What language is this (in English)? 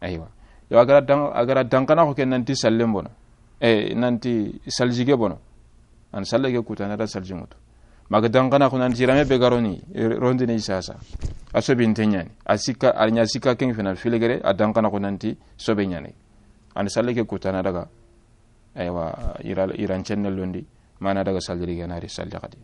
Soninke